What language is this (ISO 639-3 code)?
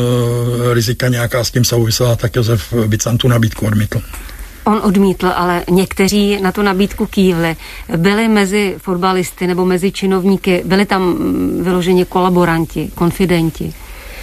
ces